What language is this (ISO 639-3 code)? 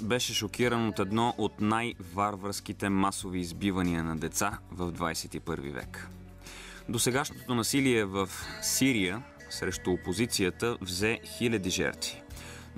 bul